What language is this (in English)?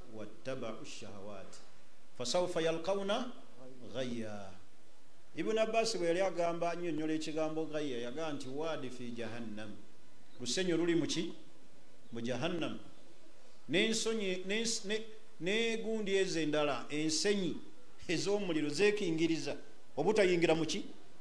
Ganda